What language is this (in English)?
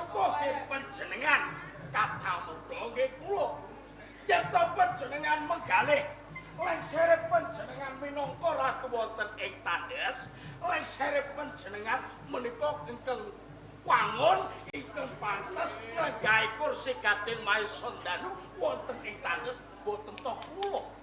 Javanese